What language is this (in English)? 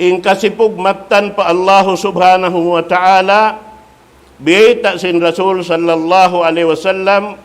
Tausug